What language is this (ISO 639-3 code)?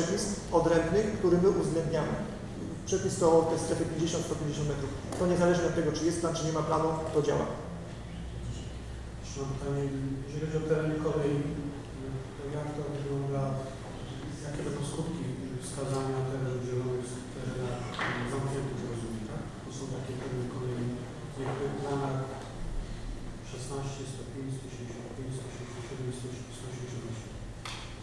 pol